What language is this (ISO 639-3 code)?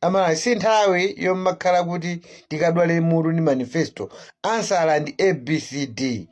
nya